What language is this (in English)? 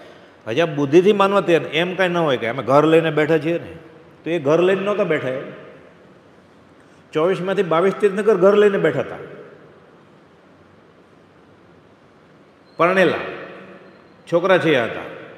Gujarati